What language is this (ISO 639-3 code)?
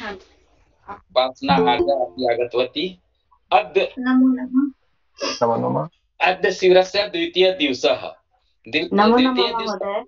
san